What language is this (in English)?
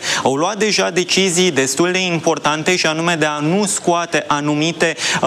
Romanian